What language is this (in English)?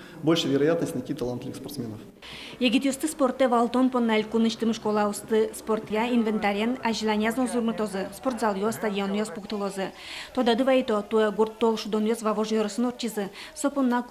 Udmurt